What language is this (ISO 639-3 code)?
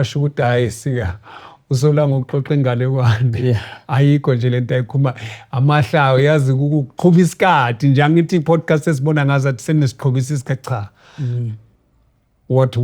zul